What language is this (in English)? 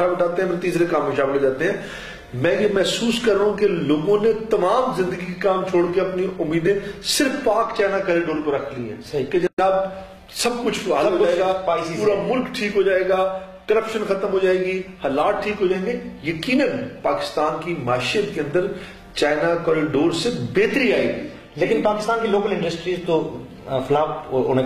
Urdu